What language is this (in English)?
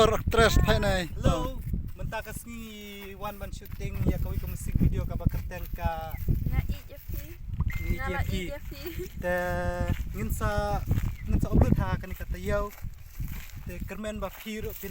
Khasi